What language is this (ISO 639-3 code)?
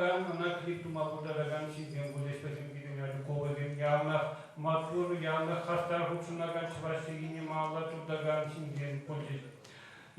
chv